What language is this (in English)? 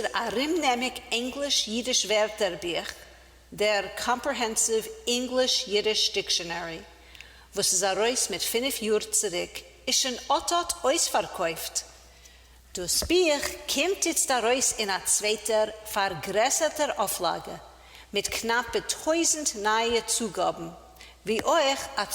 Yiddish